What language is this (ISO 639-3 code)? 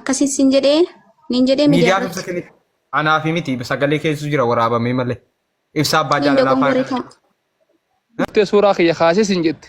orm